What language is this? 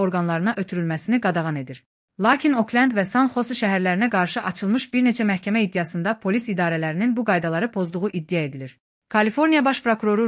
Azerbaijani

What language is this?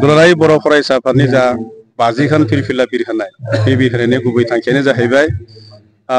Bodo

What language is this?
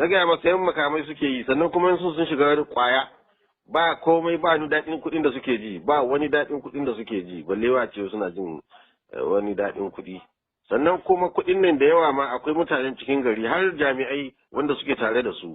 Hausa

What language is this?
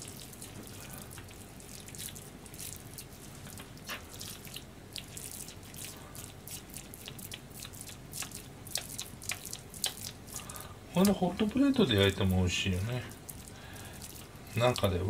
Japanese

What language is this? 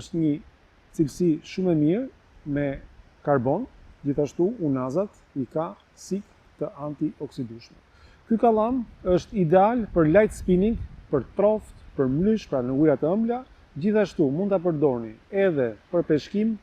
Albanian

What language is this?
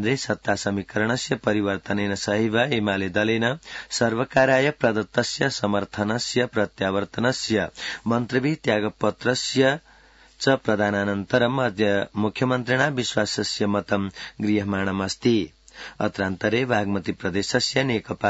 Sanskrit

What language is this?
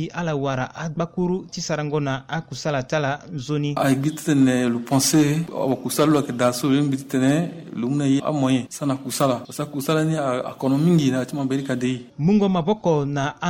Sango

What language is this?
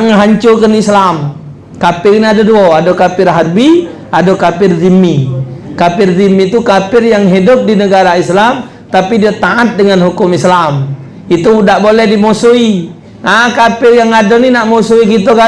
Musi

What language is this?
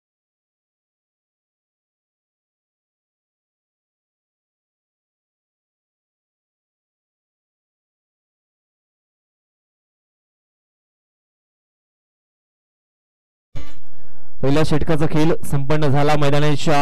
Marathi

